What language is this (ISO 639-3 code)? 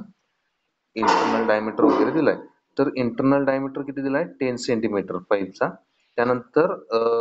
mar